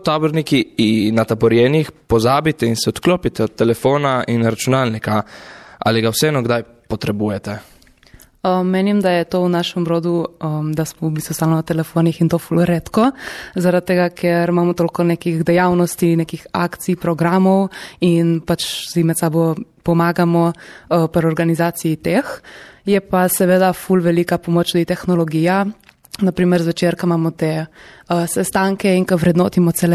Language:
Slovenian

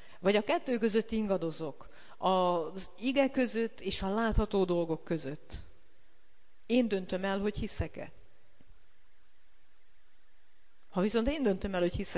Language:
Hungarian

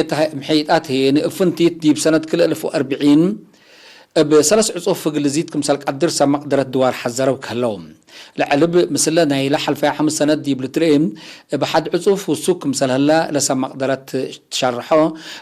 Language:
Tigre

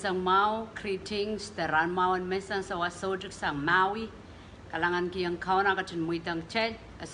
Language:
Pohnpeian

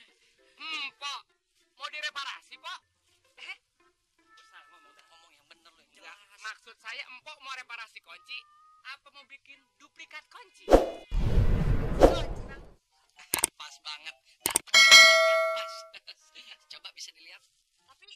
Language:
Betawi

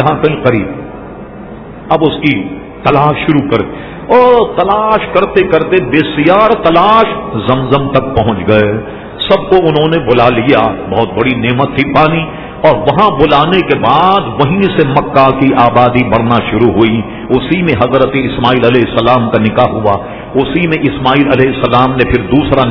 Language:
Urdu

